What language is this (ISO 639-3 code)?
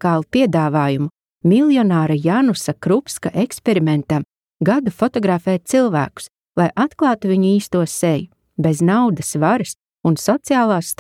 lav